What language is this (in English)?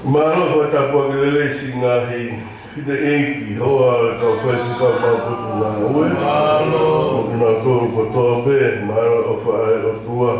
Tongan